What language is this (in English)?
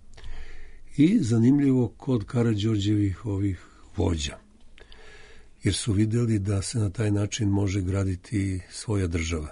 Serbian